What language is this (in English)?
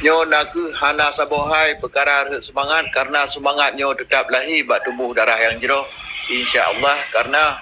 Achinese